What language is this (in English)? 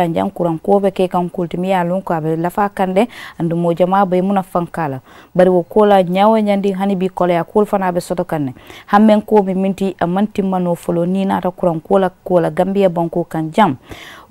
Mandingo